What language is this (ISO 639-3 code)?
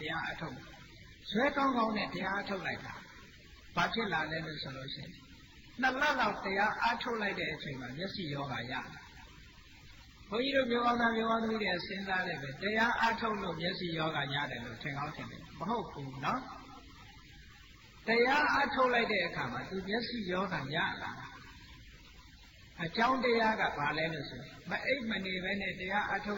mya